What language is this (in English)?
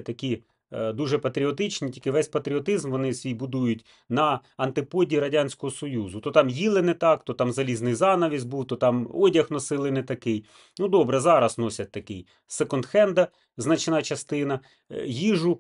Ukrainian